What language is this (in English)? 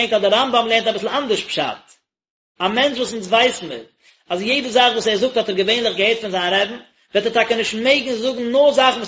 Yiddish